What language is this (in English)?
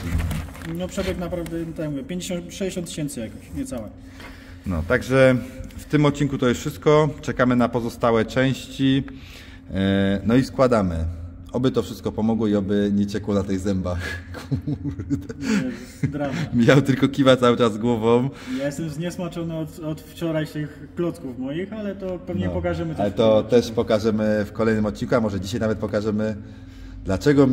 Polish